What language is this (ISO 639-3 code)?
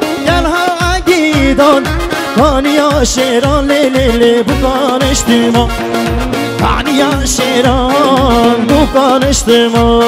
kur